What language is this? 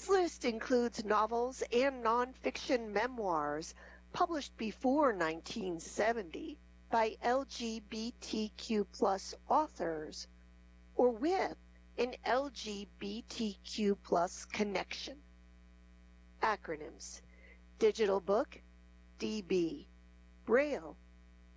English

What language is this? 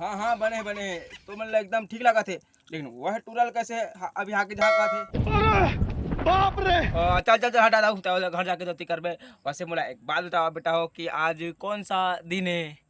Chhattisgarhi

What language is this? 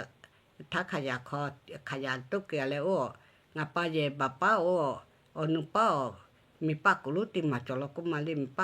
Lahu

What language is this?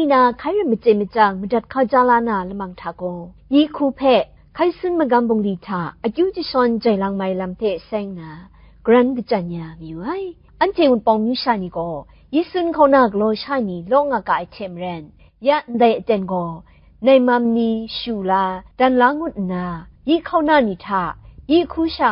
Kachin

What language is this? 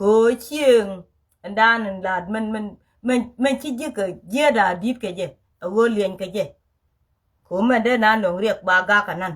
Nuer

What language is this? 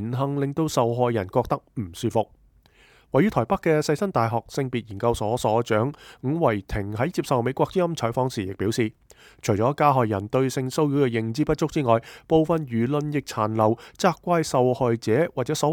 Cantonese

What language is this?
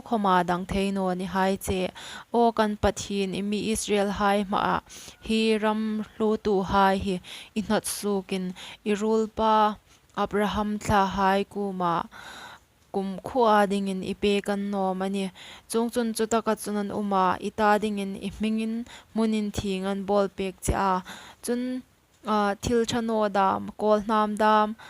Hmar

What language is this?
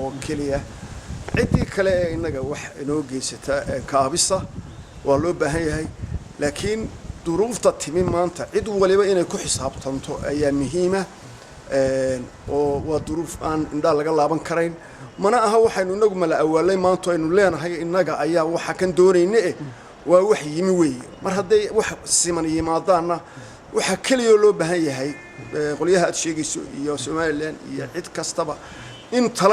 Somali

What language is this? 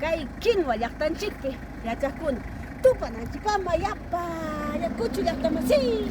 Ayacucho Quechua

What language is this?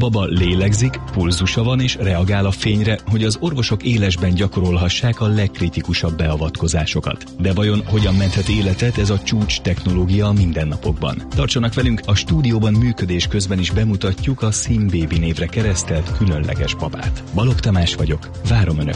Hungarian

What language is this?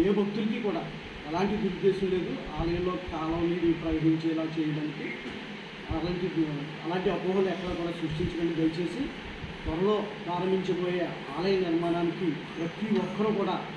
Telugu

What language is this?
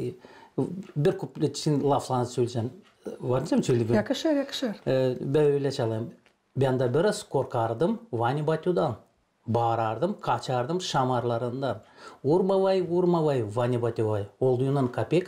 Gagauz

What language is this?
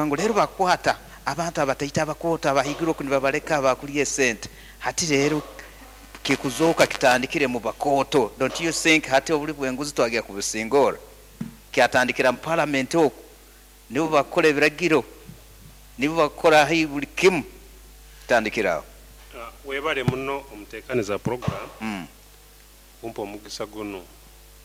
Nyoro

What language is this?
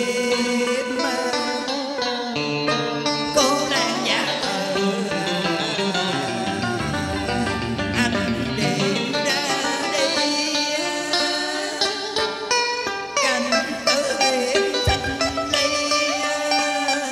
Vietnamese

